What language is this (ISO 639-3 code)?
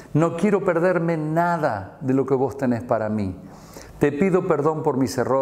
spa